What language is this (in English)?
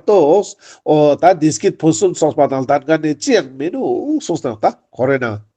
Ladakhi